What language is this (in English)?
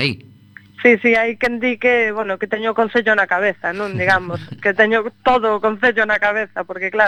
Galician